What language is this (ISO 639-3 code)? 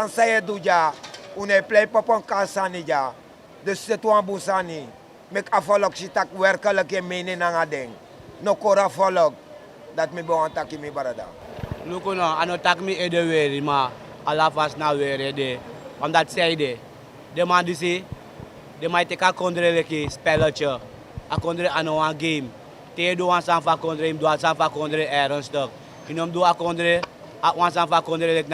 srn